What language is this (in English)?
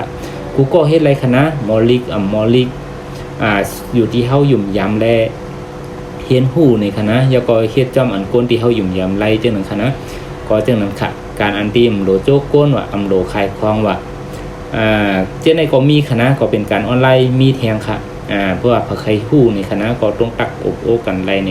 Shan